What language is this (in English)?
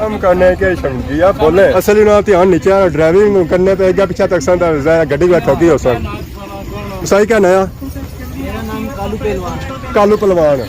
Pahari-Potwari